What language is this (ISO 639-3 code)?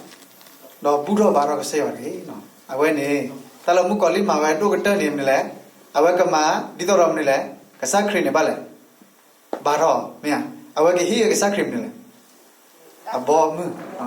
ksw